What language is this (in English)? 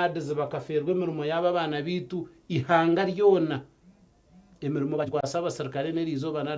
Nyankole